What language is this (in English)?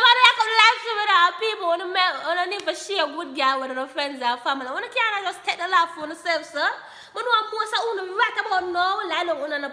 Jamaican Creole English